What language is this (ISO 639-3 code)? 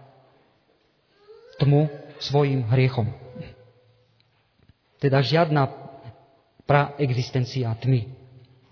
slk